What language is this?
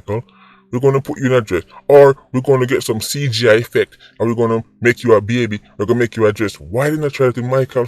Jamaican Creole English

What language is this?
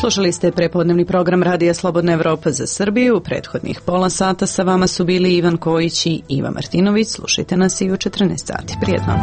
Serbian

